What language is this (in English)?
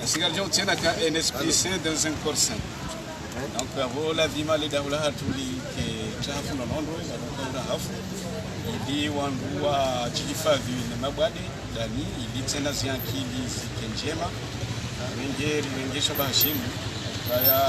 Ngazidja Comorian